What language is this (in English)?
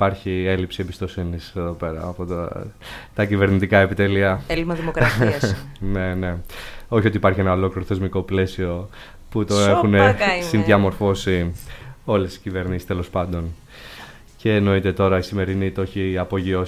Greek